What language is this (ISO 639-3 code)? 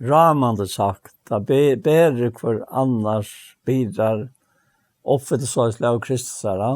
fao